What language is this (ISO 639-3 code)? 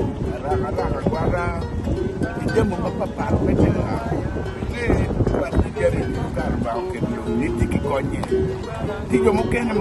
ach